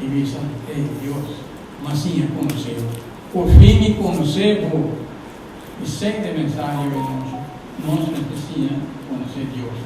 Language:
Papiamento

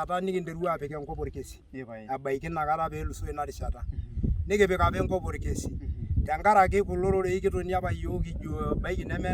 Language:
Masai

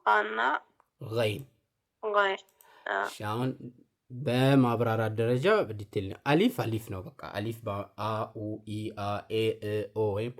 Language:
Amharic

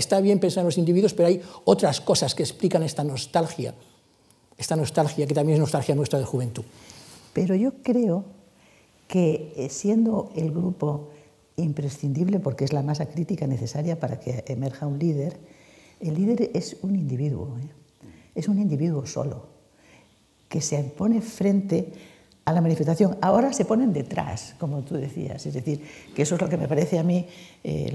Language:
Spanish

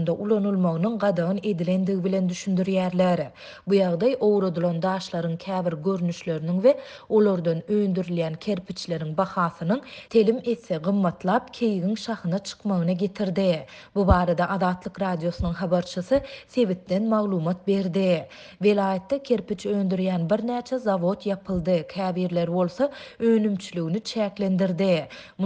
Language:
Turkmen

